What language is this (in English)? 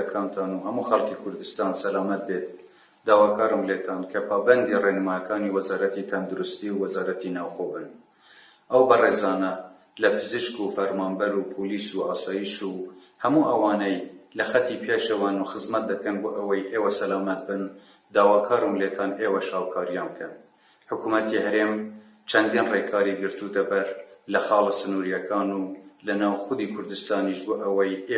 Central Kurdish